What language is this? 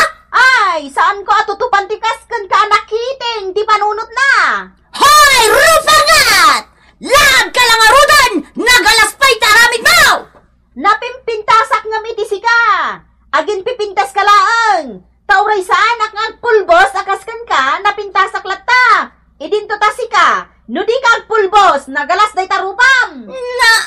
Iloko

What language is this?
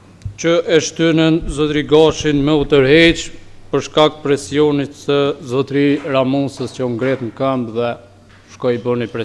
Albanian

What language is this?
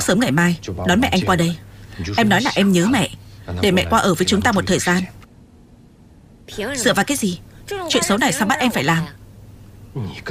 Vietnamese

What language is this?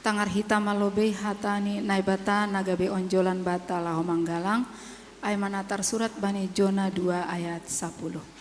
Batak Simalungun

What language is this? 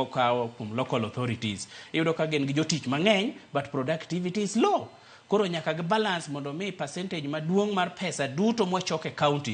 Luo (Kenya and Tanzania)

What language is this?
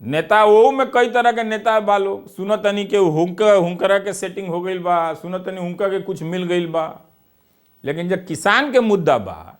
Bhojpuri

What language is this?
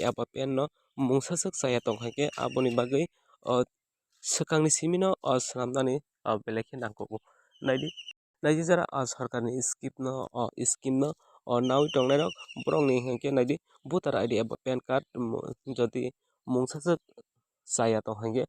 Kok Borok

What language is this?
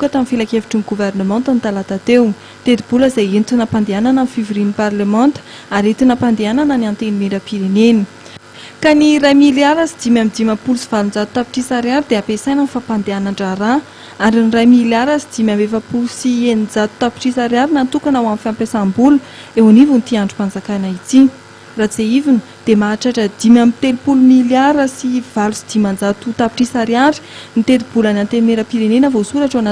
Malagasy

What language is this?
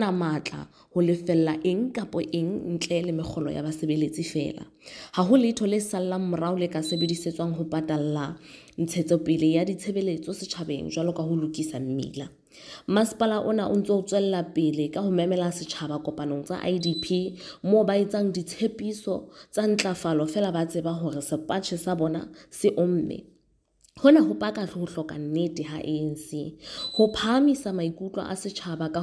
Southern Sotho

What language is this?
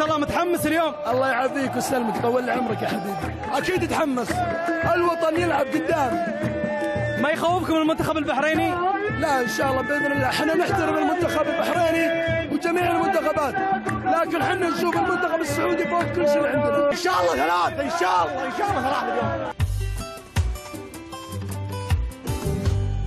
Arabic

